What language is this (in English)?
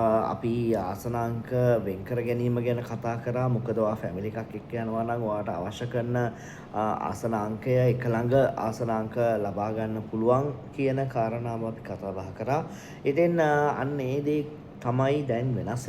Sinhala